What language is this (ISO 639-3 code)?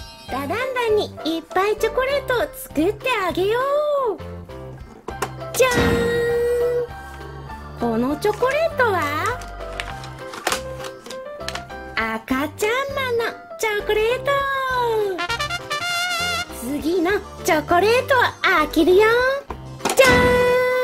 jpn